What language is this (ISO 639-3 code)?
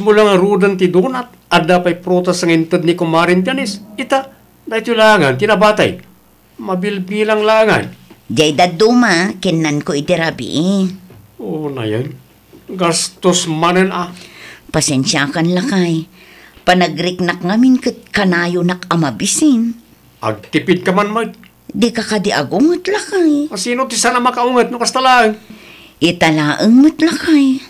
ilo